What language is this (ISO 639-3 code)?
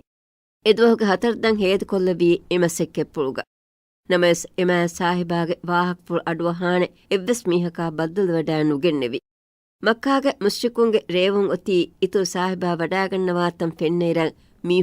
div